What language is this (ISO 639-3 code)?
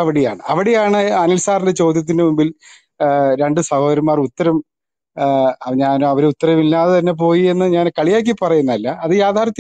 mal